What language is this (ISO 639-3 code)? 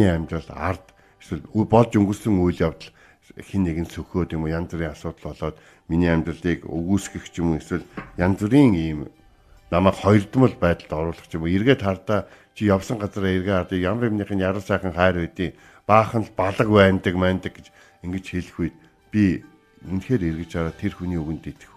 mon